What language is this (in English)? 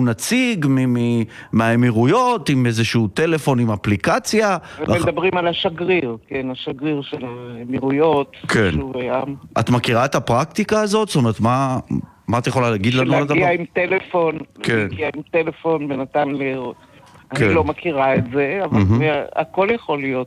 Hebrew